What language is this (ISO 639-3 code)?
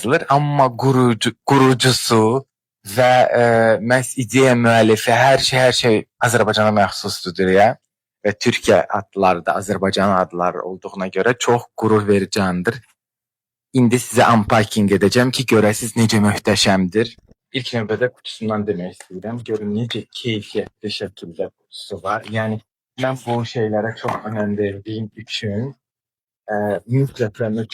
aze